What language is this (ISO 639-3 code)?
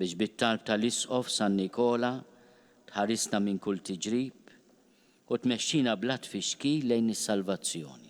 mlt